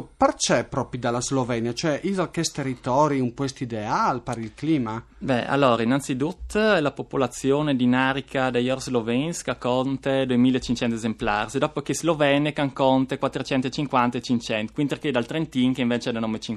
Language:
Friulian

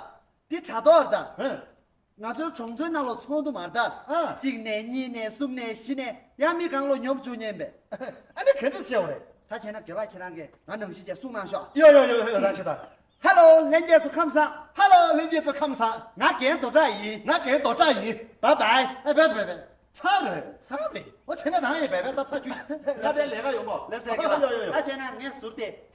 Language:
Tibetan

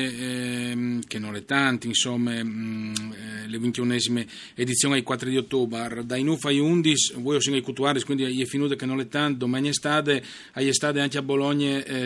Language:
Friulian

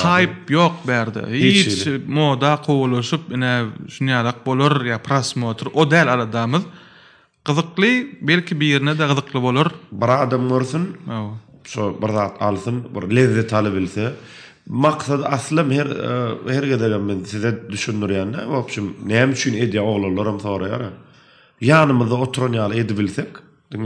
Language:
Turkmen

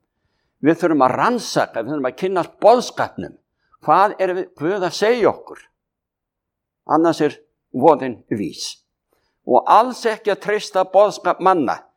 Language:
Icelandic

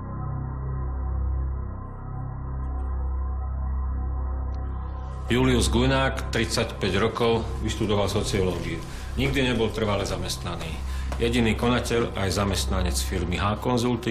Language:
Slovak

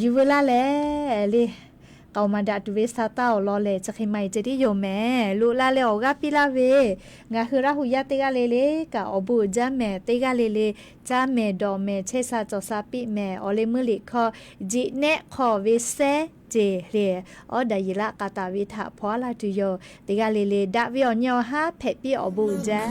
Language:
Lahu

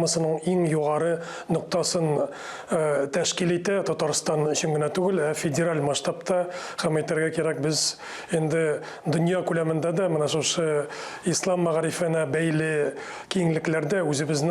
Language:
Tatar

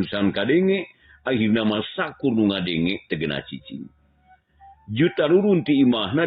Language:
Sundanese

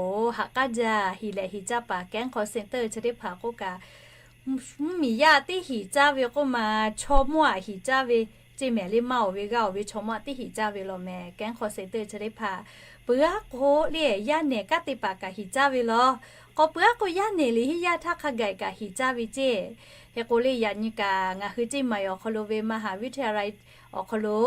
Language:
Lahu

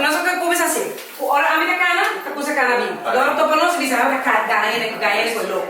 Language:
Papiamento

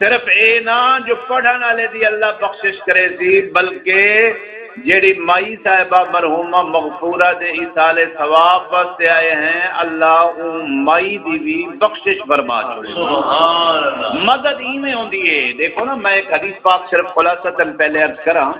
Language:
Saraiki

